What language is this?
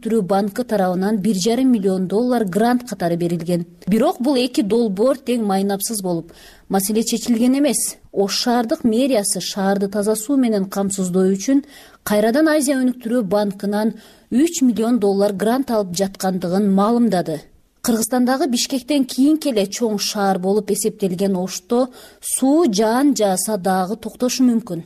Kyrgyz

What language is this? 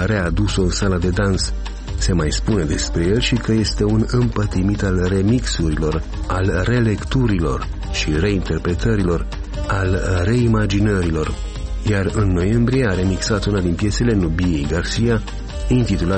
Romanian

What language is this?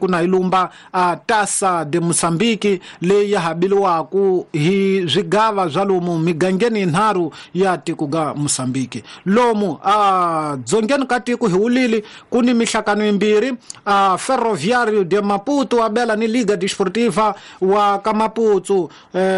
Tsonga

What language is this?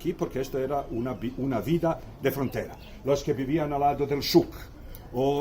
Ladino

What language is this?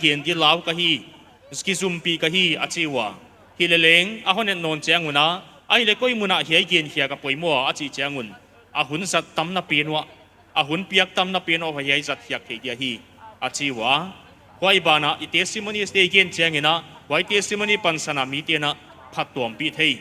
Paite Chin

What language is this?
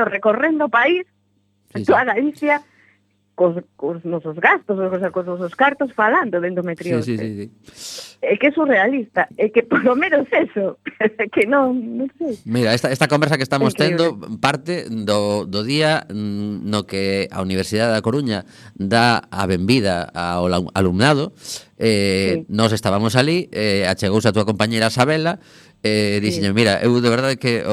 Galician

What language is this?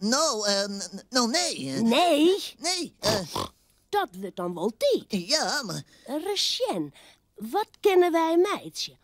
Western Frisian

